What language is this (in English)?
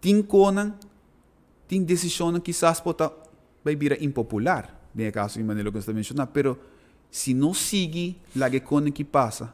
Papiamento